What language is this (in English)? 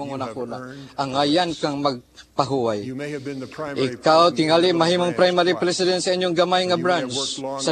Cebuano